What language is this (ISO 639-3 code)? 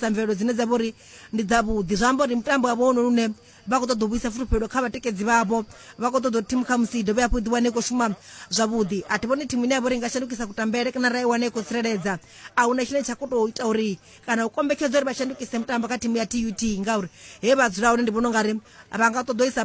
ven